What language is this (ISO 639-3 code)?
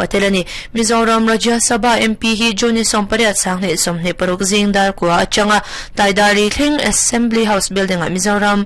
lus